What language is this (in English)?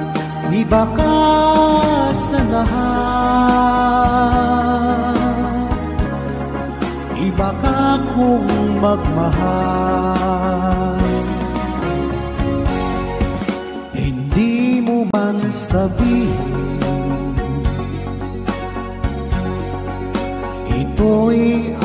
Filipino